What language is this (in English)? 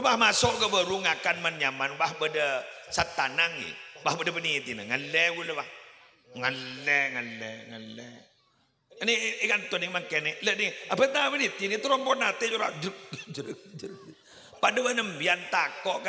Madurese